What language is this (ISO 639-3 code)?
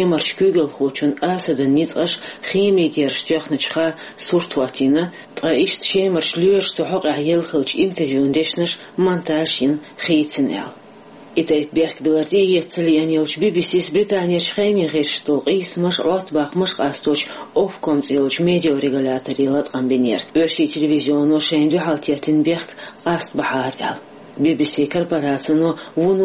che